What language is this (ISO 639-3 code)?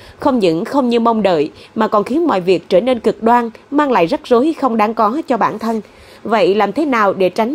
vie